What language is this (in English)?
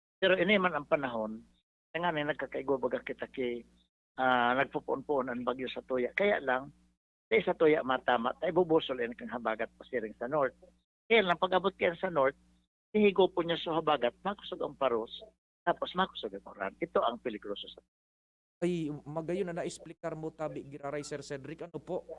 Bikol